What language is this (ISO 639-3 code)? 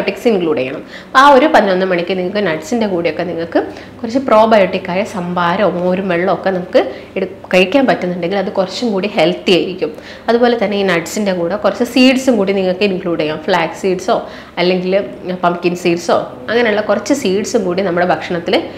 mal